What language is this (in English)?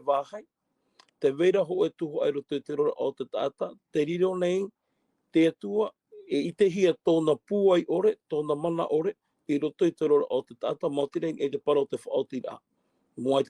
Tahitian